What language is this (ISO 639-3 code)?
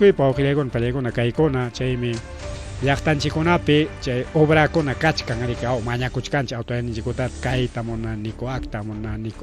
quy